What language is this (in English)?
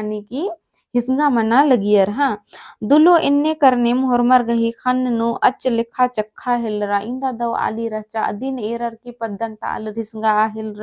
Kurukh